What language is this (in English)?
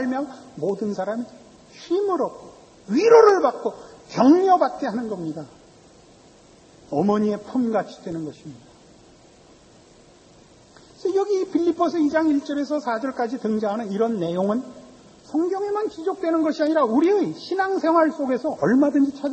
Korean